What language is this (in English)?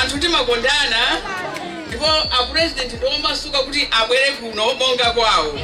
Nyanja